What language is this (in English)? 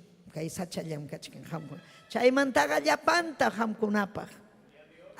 Ayacucho Quechua